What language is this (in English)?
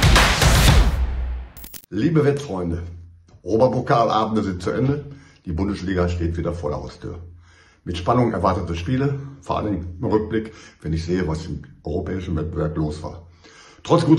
German